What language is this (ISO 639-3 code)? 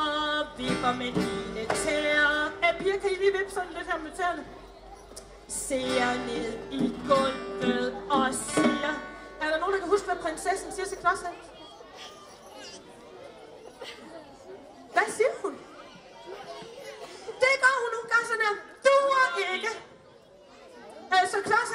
dan